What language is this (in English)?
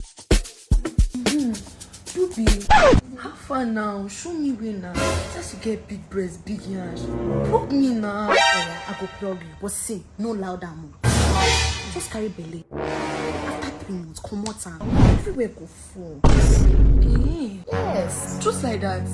Nigerian Pidgin